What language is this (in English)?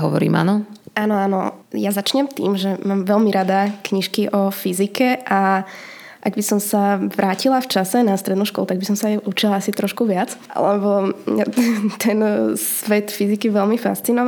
Slovak